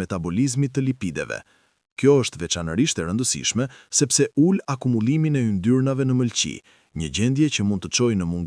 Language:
Albanian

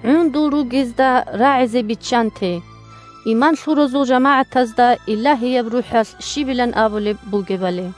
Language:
Avaric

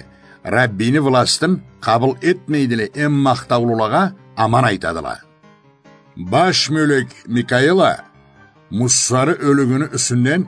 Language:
Karachay-Balkar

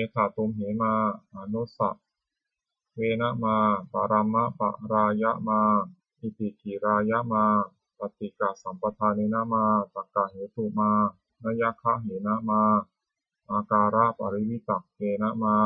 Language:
Pali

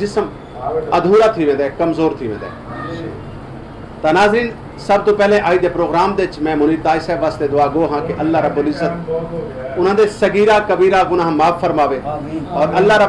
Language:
Saraiki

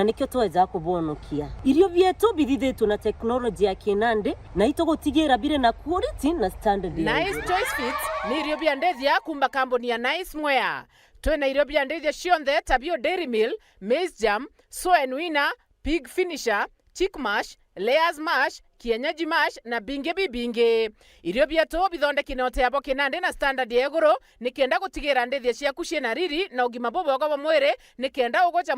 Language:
Meru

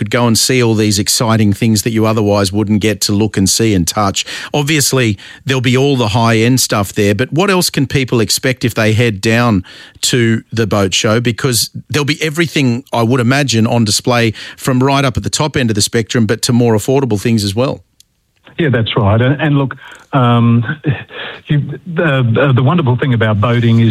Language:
English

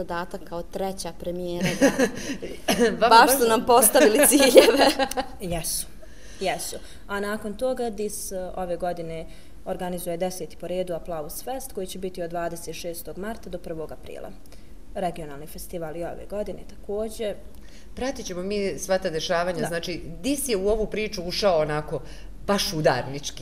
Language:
Bosnian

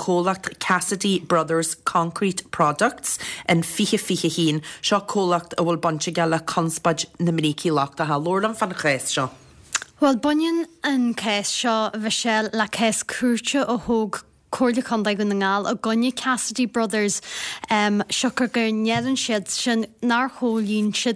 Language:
Irish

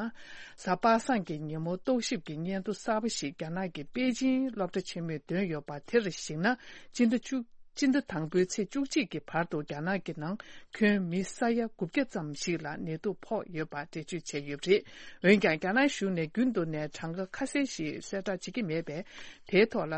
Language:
Tibetan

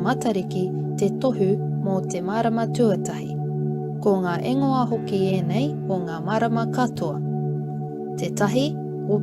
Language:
Māori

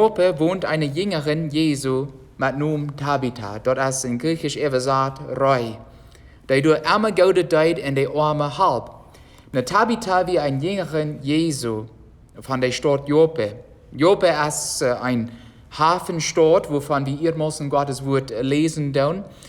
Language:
Plautdietsch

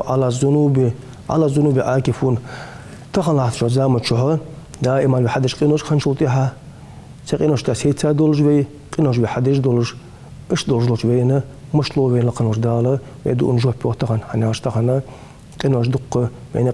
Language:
Ingush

